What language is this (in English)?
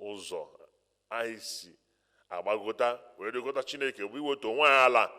Igbo